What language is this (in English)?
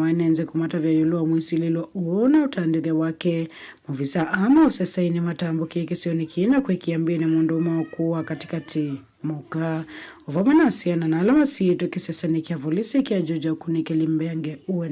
Kamba